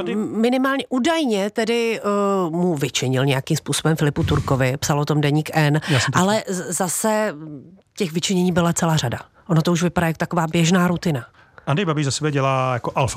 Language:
Czech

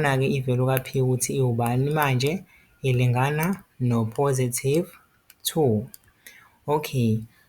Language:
Zulu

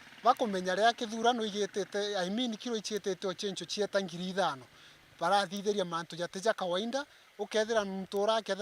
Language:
Meru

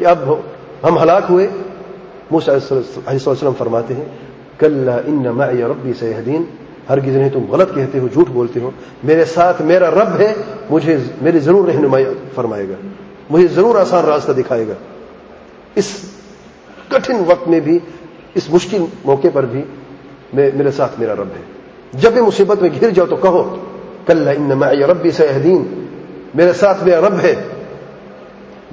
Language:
Urdu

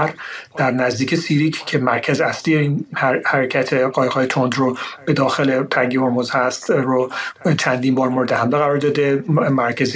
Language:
Persian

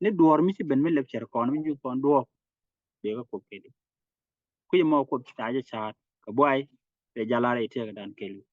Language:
Nuer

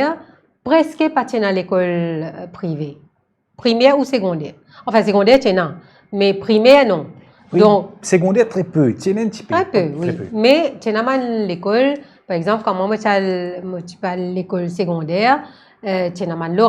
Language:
Morisyen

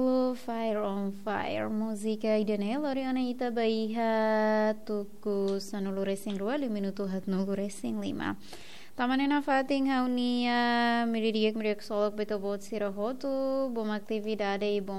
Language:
Tetum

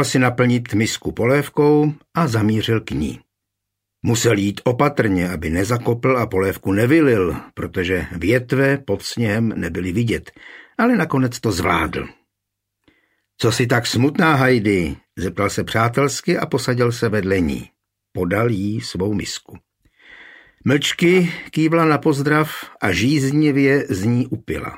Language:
Czech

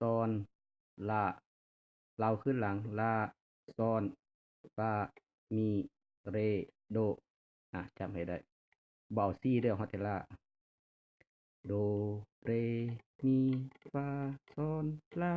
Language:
Lao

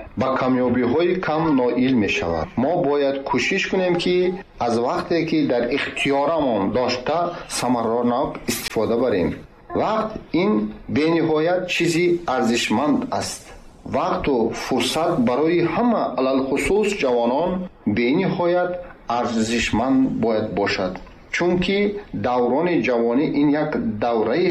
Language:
Tajik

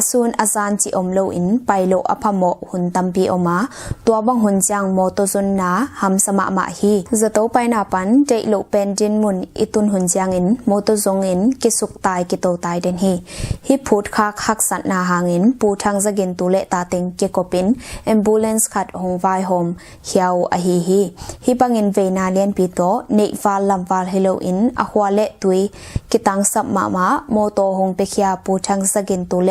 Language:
Tedim Chin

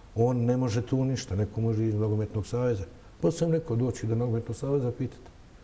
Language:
Bosnian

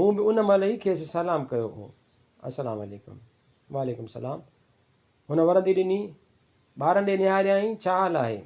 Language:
Sindhi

